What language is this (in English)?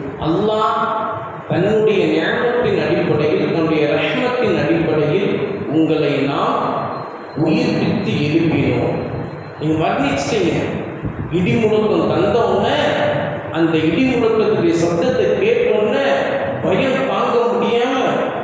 Tamil